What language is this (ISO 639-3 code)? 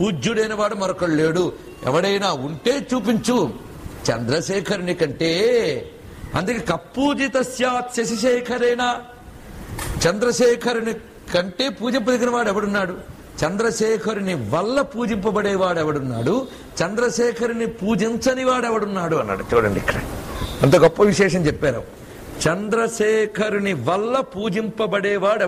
tel